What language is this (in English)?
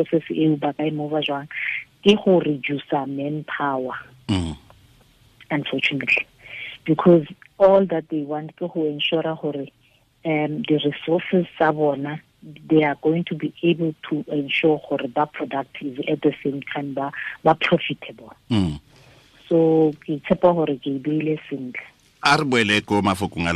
Tswana